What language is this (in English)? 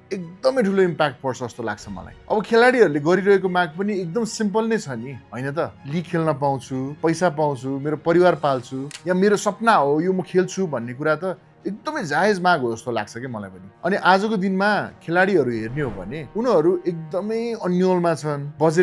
Nepali